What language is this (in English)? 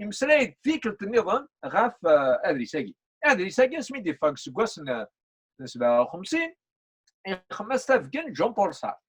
Kabyle